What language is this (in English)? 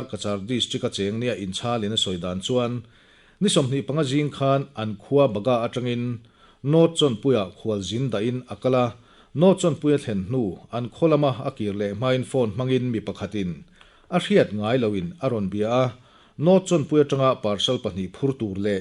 Mizo